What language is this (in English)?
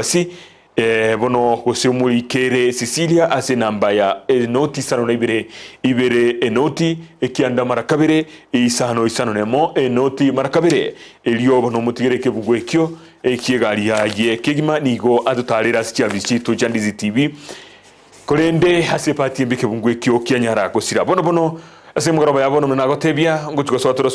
Gusii